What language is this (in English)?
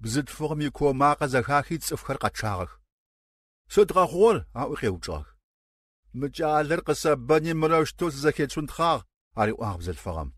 Kabardian